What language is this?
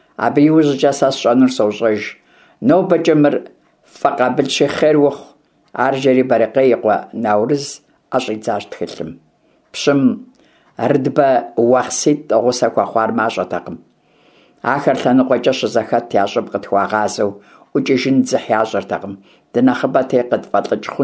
Kabardian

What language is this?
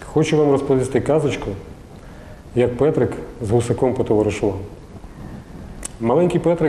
Ukrainian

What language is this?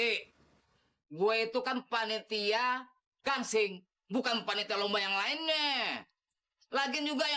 Betawi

